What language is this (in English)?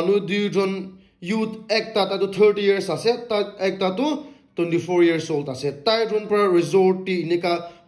Naga Pidgin